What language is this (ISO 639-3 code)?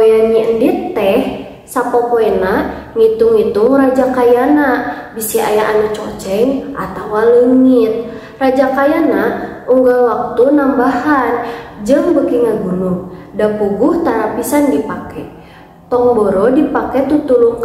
sun